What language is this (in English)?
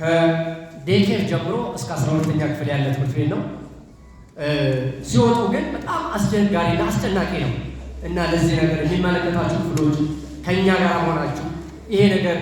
Amharic